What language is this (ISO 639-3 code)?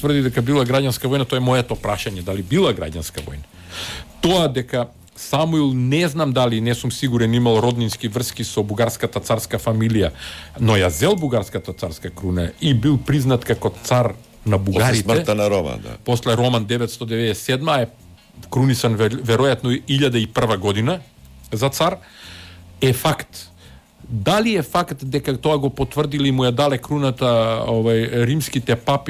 mkd